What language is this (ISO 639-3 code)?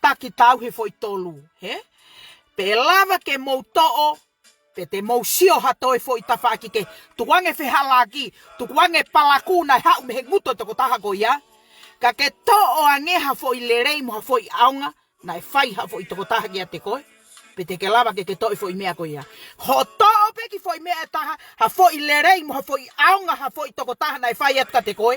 ton